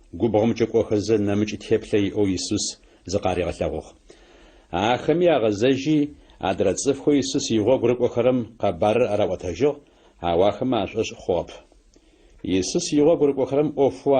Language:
Adyghe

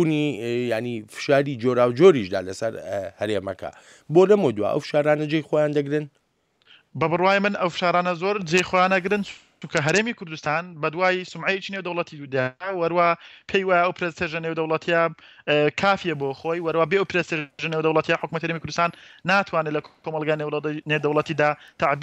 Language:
Central Kurdish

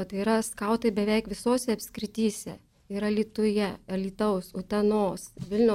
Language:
Lithuanian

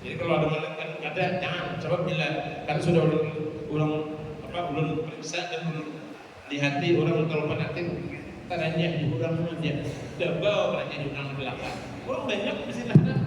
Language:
Banjar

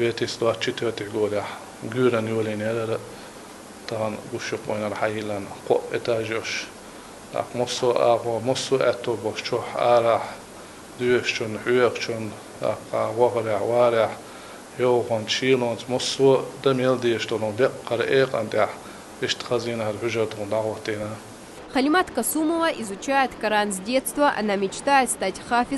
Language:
Chechen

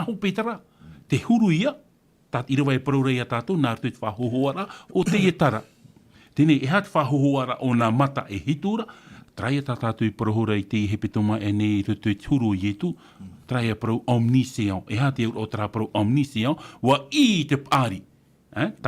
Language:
Tahitian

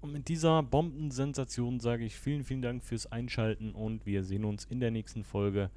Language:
Swiss German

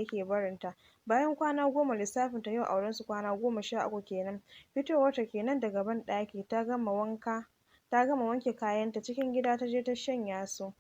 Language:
Hausa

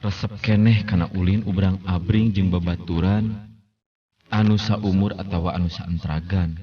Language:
Sundanese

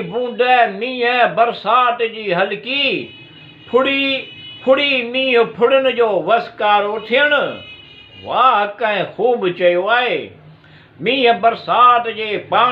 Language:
Sindhi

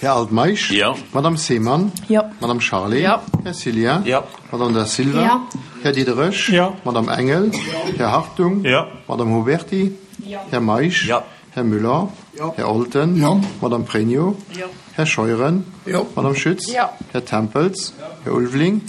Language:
Luxembourgish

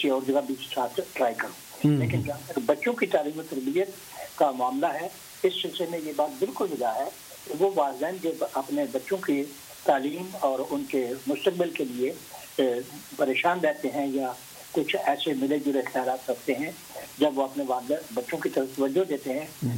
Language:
Urdu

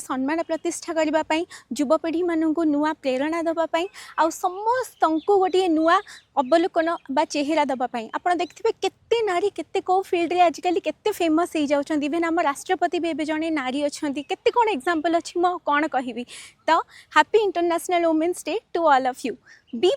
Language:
Odia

